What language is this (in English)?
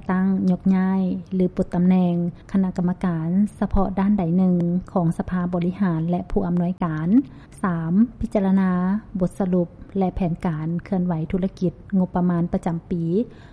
Lao